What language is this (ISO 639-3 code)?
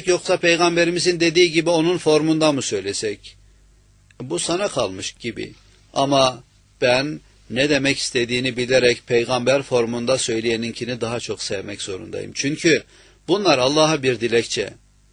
tur